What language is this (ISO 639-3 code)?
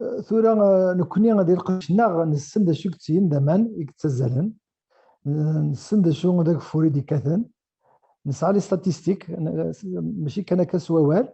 kab